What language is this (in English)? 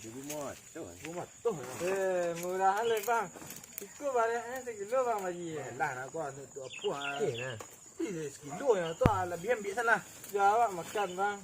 Minangkabau